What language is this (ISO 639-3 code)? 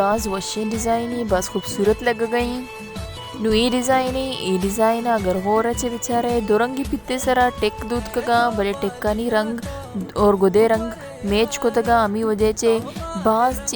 bal